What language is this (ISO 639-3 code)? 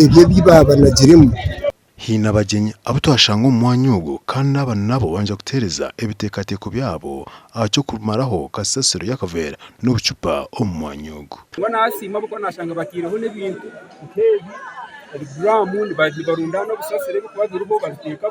nyn